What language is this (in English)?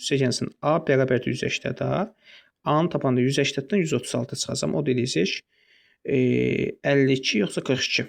Azerbaijani